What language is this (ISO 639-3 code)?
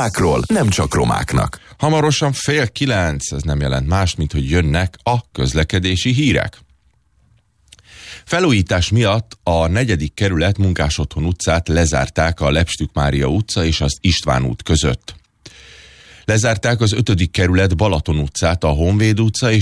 hun